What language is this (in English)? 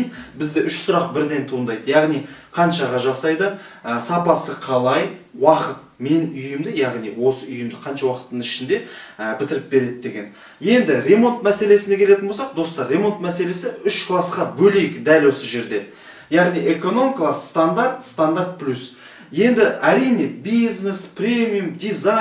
Kazakh